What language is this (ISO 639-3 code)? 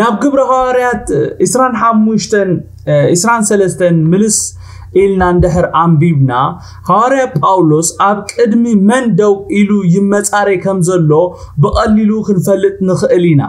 tir